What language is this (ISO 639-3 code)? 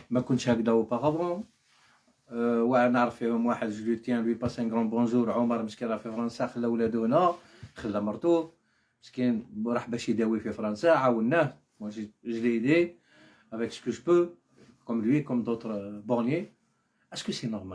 arq